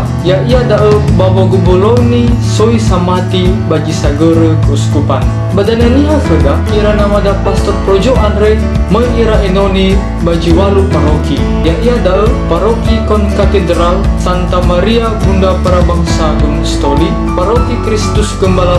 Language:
Nias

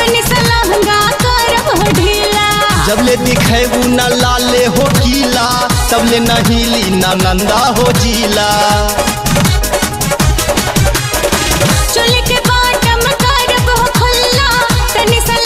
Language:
Bhojpuri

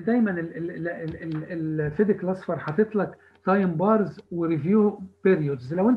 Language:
Egyptian Arabic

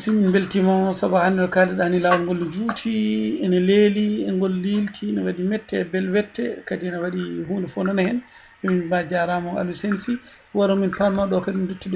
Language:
Fula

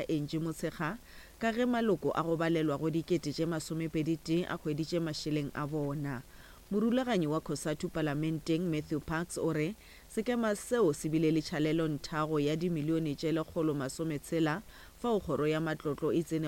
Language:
Northern Sotho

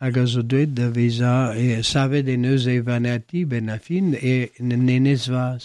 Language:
Breton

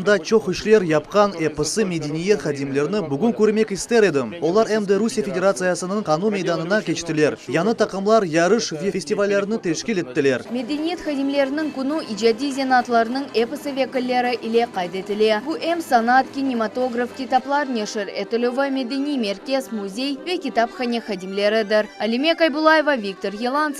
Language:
Crimean Tatar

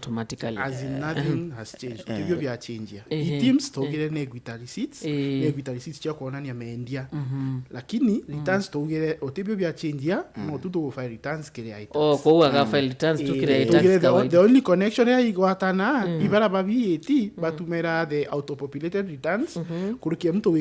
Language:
Meru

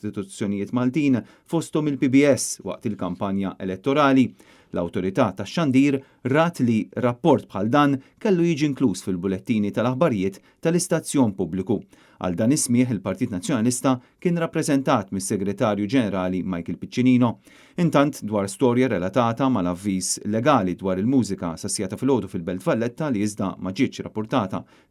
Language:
Maltese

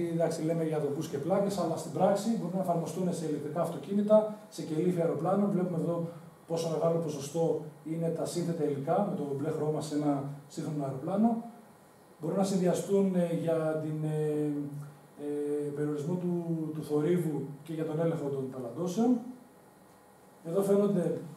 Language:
Greek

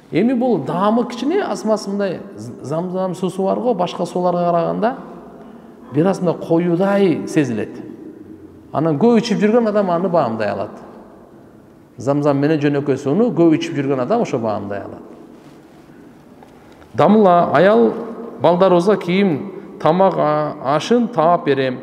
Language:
Kyrgyz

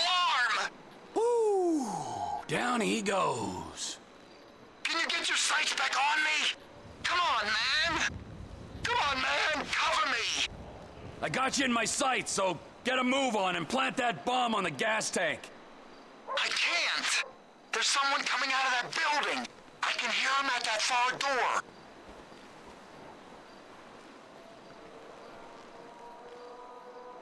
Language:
English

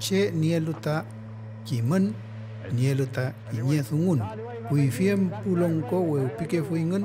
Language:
Mapuche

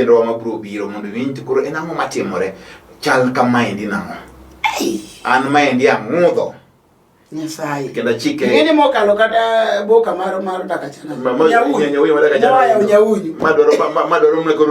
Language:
Luo (Kenya and Tanzania)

